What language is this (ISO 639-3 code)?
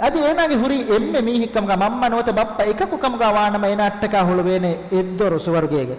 div